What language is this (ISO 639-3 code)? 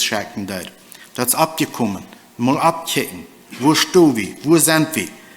pdt